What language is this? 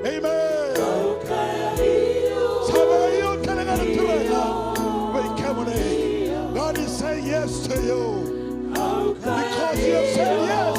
Fijian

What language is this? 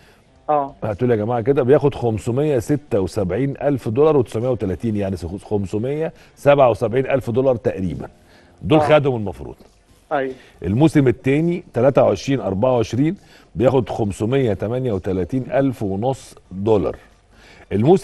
Egyptian Arabic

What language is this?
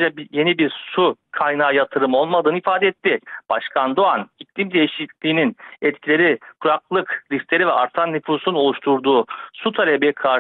Turkish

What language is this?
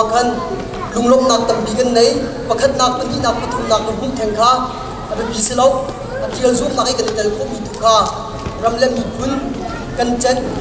Hakha Chin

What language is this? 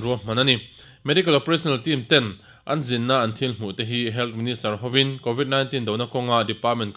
Mizo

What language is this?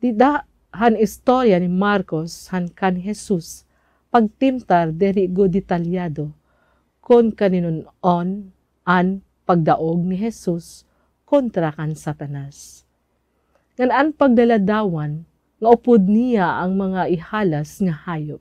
Waray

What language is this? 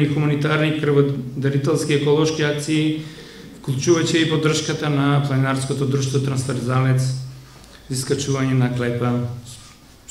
Macedonian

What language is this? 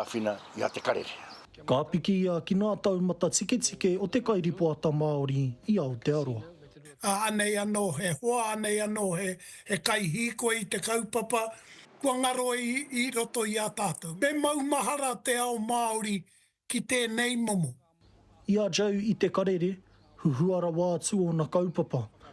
Māori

